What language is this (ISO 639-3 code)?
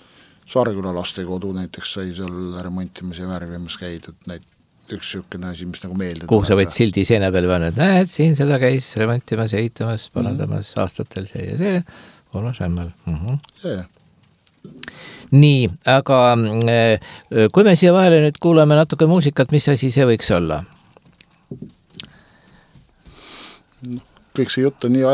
est